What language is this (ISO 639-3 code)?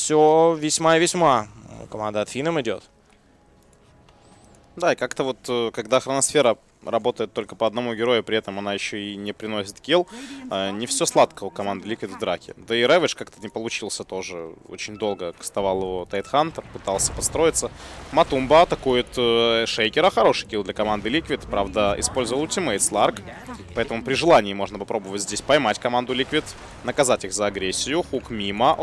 rus